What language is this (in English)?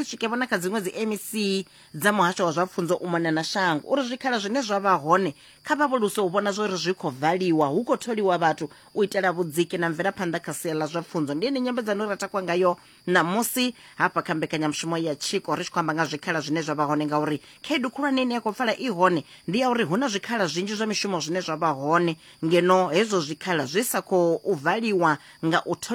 Venda